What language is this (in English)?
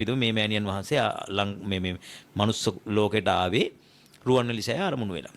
Sinhala